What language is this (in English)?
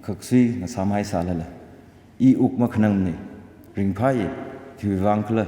Tangkhul Naga (India)